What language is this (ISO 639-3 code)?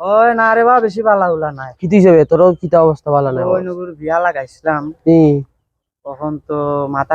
syl